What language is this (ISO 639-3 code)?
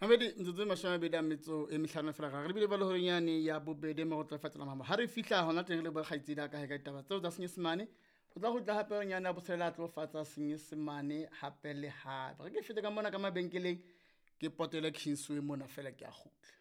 sot